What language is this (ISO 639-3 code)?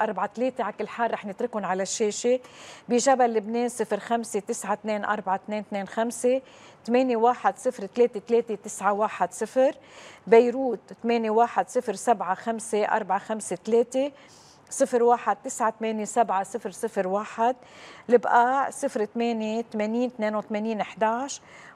apc